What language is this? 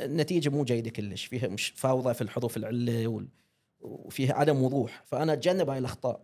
Gulf Arabic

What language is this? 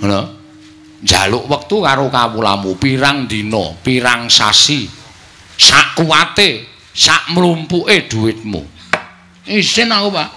Javanese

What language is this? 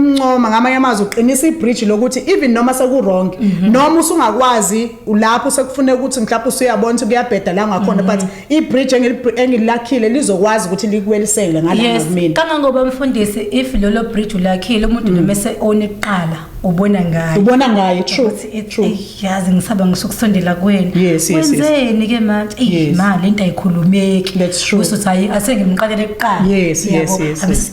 Zulu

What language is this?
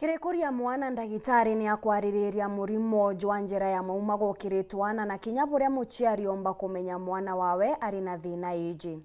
Meru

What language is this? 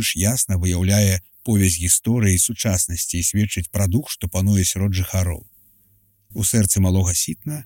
Belarusian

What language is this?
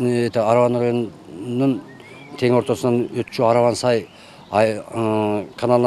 Kyrgyz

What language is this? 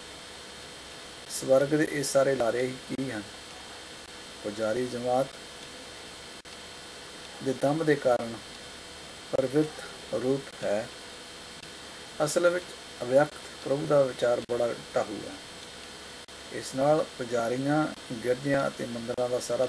Punjabi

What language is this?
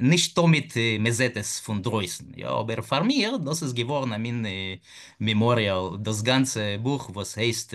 Yiddish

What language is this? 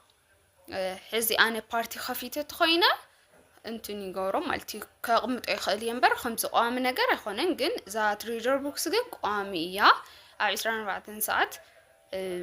Tigrinya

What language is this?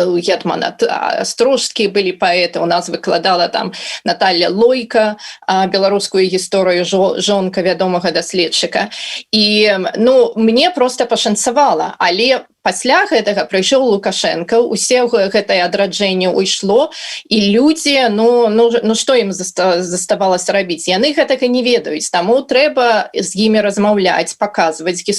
Belarusian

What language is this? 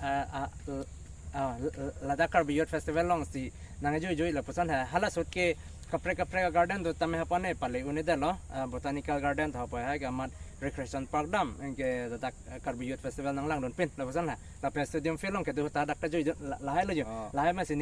Karbi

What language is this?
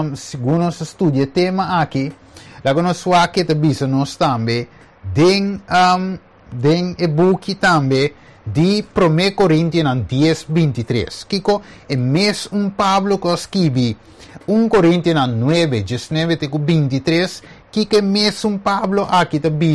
Papiamento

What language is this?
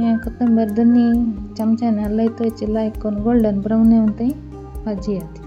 Konkani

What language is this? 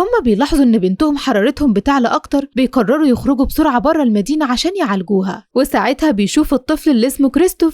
Egyptian Arabic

